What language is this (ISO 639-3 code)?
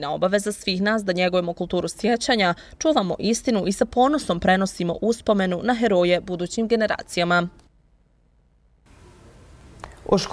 bos